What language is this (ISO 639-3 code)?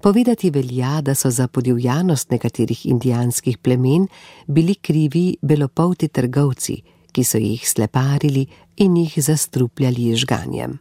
slv